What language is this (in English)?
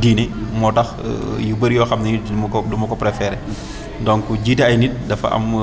Wolof